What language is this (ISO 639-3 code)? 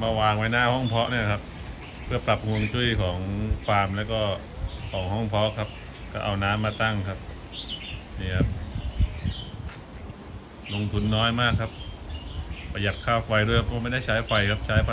tha